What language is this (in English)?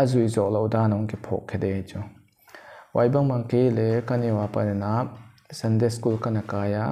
Paite Chin